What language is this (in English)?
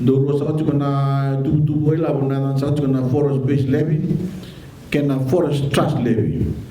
Fijian